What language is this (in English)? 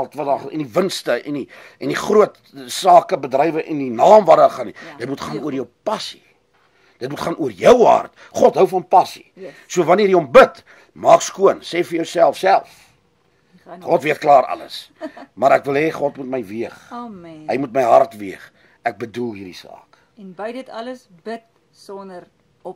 Afrikaans